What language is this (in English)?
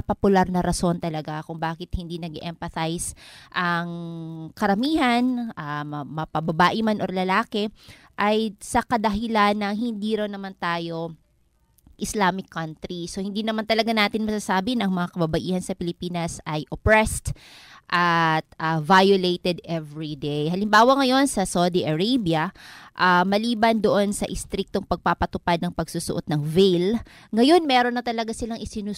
Filipino